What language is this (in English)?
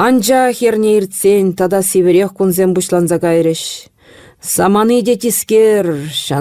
Chuvash